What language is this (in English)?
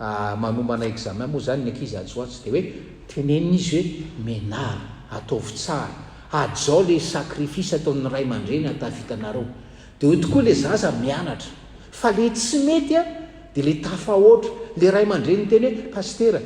Malagasy